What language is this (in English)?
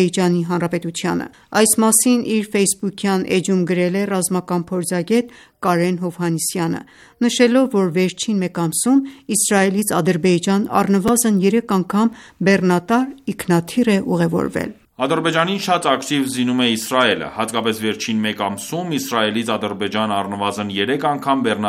Armenian